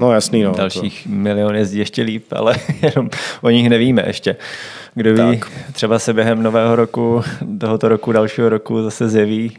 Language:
Czech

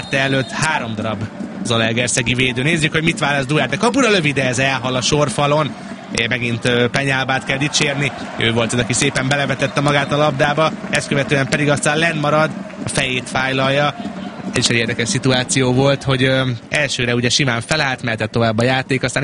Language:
Hungarian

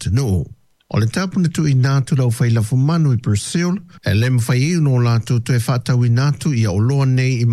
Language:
Samoan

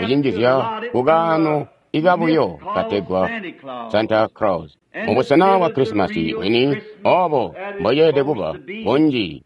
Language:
Tonga (Zambia)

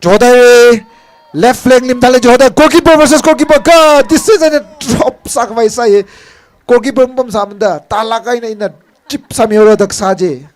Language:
Tangkhul Naga (India)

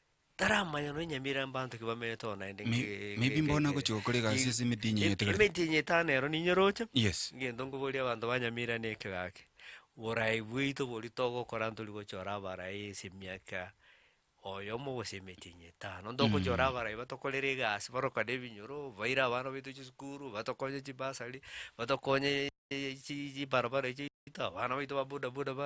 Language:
Gusii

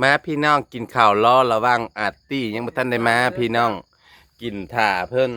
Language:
Northeastern Thai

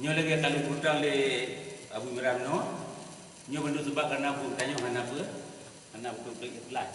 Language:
Achinese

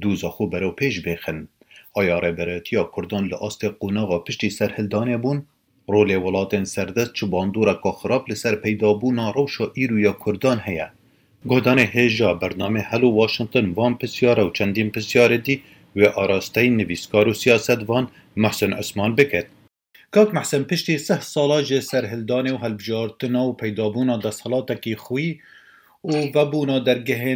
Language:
Kurdish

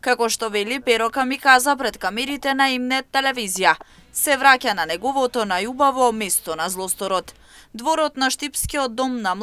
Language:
Macedonian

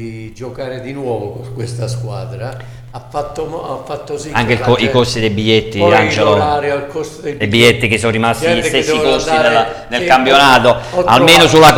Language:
Italian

